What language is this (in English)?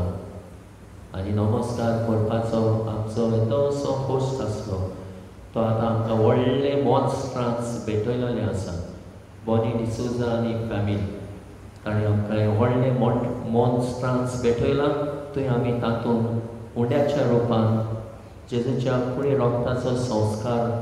Konkani